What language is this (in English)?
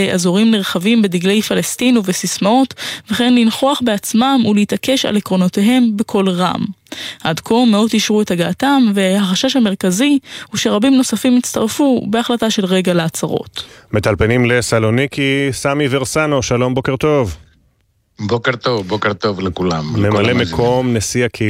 Hebrew